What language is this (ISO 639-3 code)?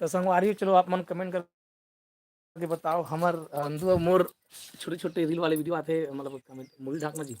hne